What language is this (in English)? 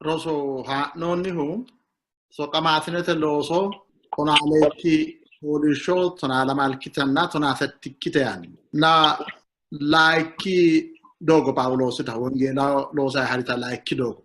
Sidamo